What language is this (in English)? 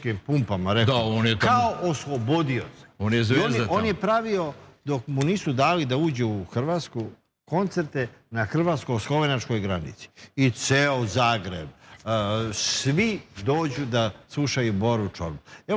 Serbian